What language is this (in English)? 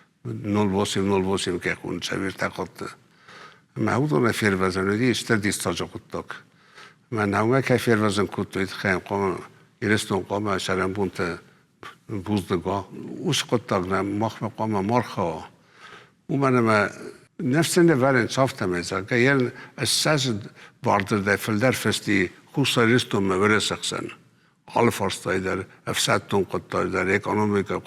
Ossetic